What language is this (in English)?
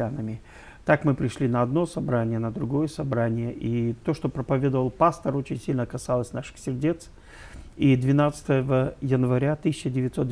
Russian